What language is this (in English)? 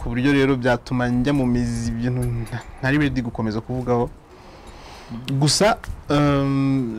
Kinyarwanda